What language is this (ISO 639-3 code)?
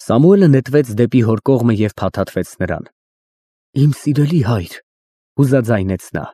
hye